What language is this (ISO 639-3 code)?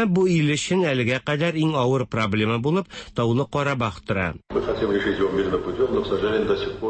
tat